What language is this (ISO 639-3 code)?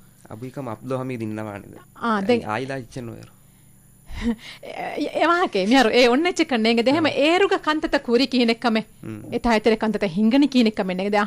div